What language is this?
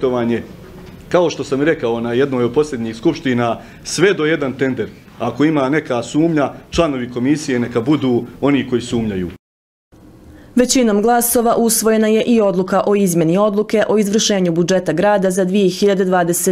Bosnian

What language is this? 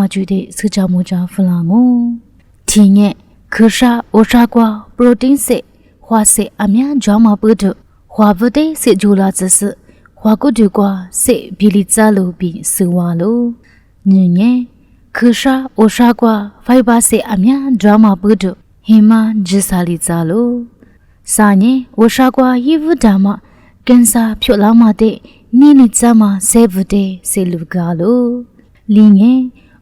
Lisu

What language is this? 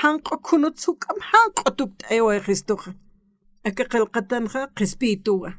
Aymara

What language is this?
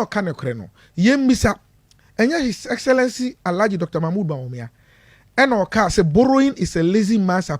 Akan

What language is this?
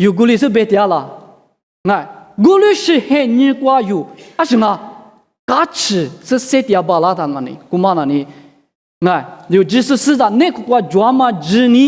Lisu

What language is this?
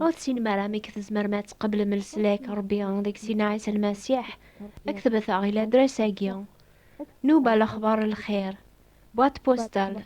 Kabyle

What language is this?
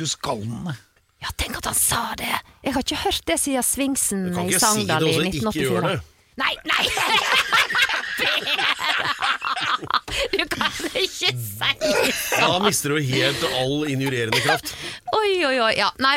Norwegian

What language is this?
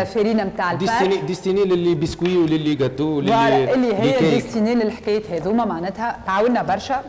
Tunisian Arabic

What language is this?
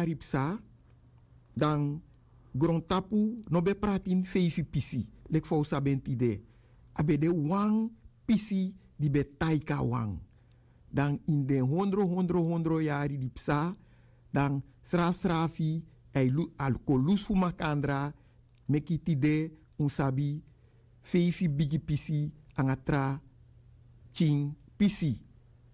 Sranan Tongo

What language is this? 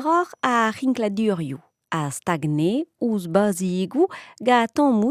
Breton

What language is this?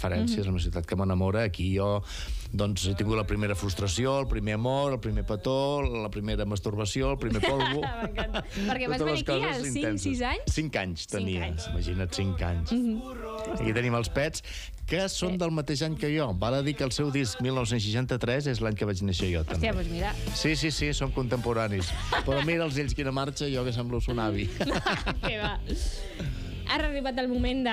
Catalan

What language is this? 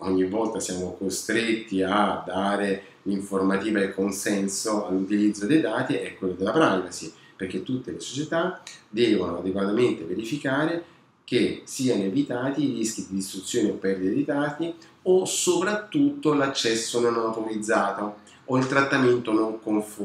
Italian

